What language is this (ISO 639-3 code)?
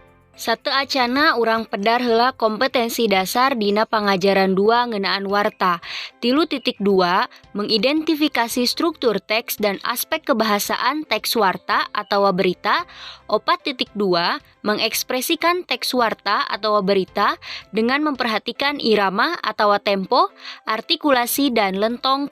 sun